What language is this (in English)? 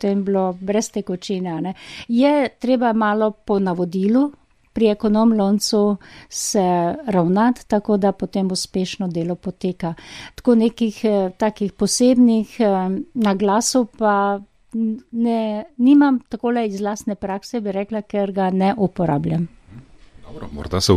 Slovenian